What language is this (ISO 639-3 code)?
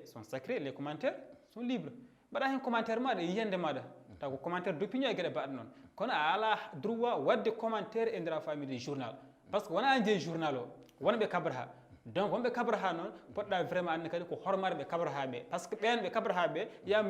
ful